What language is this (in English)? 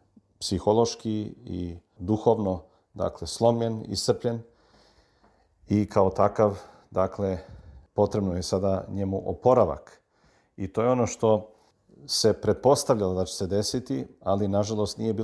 Serbian